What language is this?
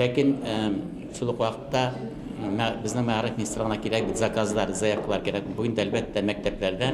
Tatar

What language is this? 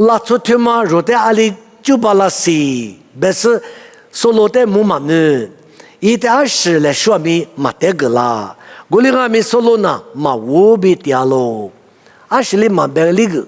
Lisu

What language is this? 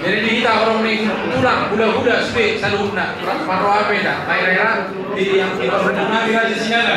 Batak Toba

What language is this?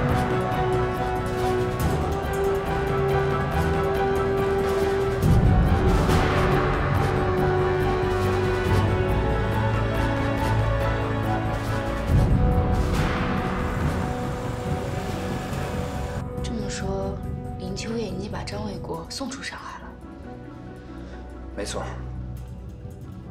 Chinese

